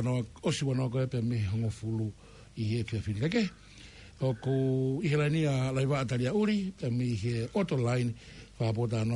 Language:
Tongan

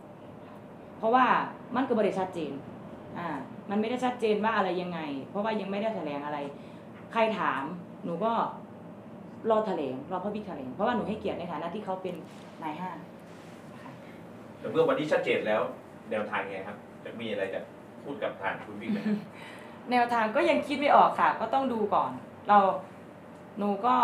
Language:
Thai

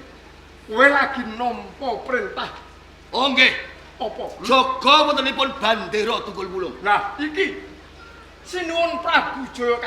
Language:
Javanese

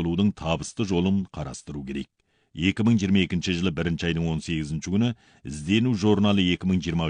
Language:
Kazakh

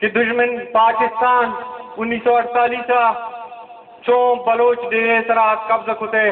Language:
Baluchi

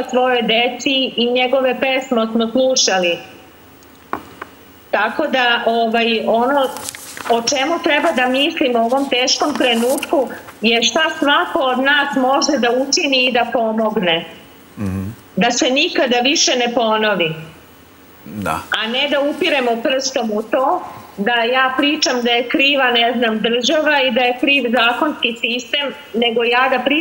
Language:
Serbian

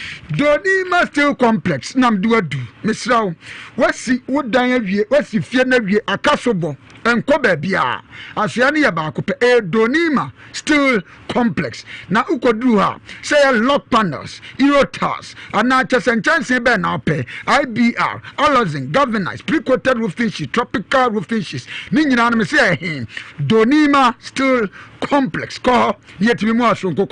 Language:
Akan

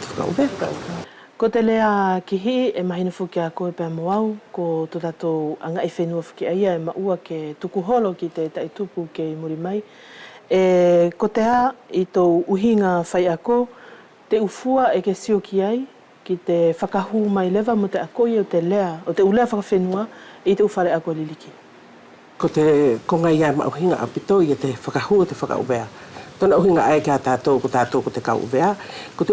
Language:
Wallisian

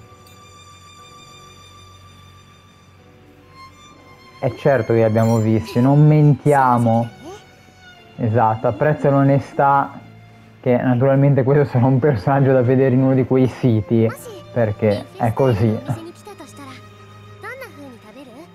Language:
Italian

